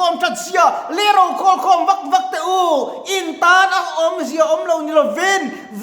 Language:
Mizo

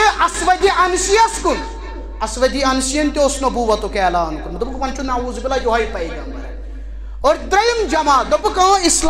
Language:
Kashmiri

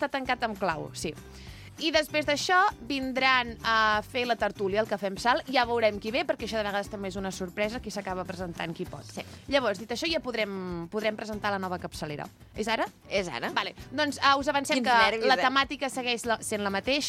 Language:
Catalan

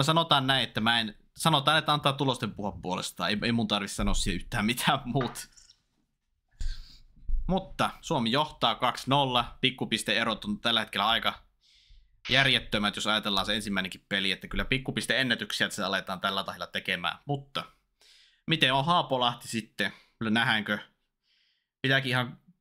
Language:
Finnish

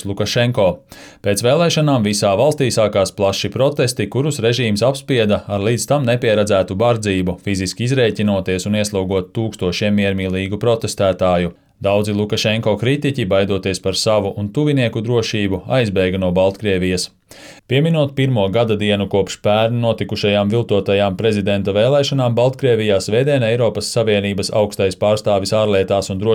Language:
Latvian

